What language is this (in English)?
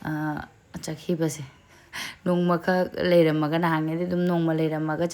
Manipuri